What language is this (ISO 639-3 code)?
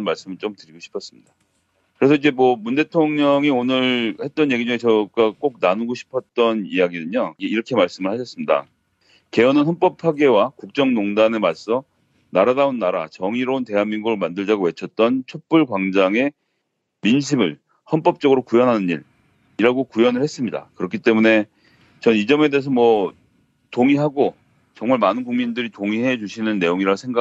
kor